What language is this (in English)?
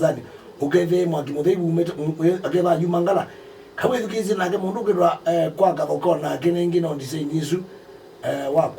Kamba